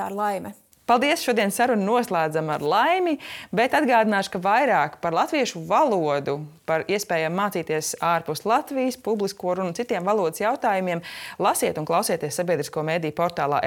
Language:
Latvian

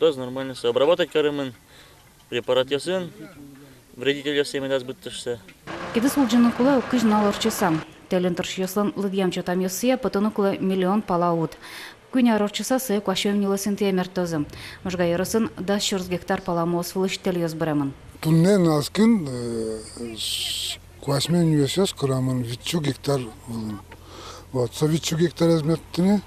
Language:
Udmurt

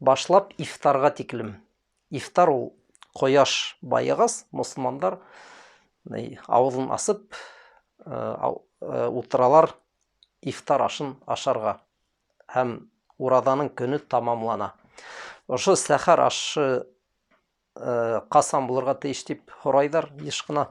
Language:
Bashkir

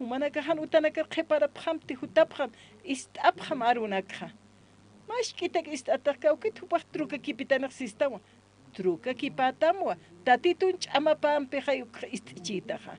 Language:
Aymara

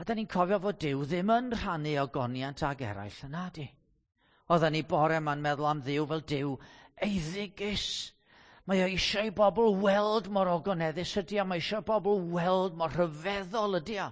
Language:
Welsh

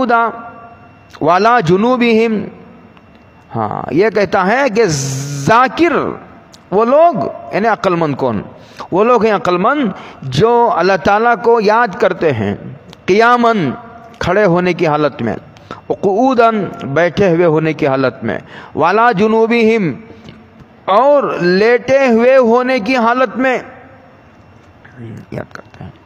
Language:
Urdu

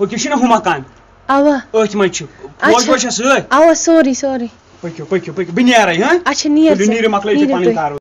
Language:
Kashmiri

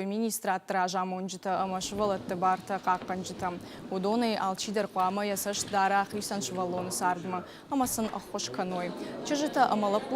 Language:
Ossetic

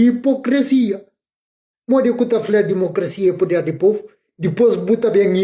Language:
Kabuverdianu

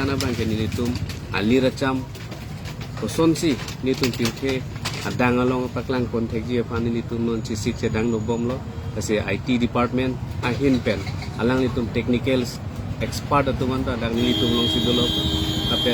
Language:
Karbi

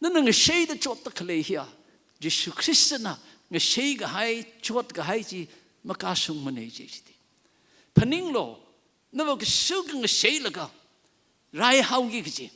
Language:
Tangkhul Naga (India)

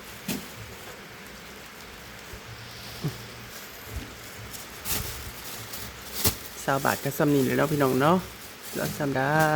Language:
Northeastern Thai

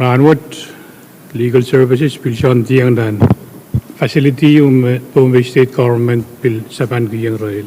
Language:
Pohnpeian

